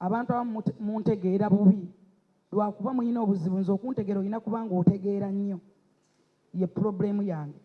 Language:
Ganda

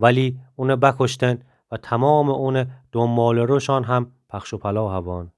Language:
Gilaki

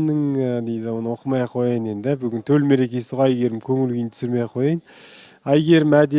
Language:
Kazakh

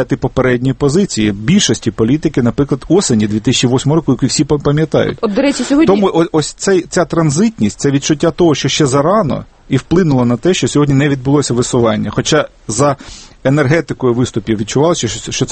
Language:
Ukrainian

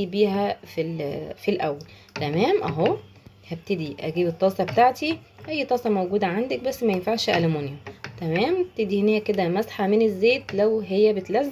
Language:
Egyptian Arabic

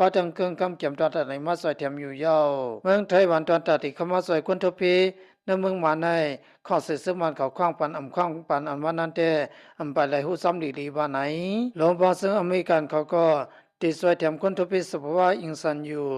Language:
Shan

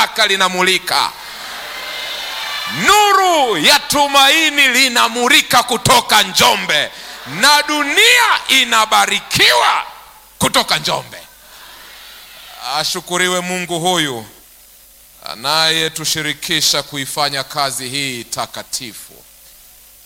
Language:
Swahili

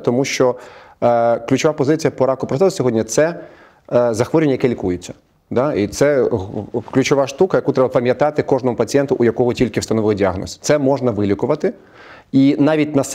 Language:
Ukrainian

